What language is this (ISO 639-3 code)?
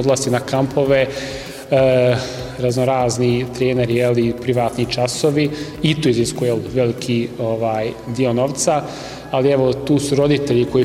bos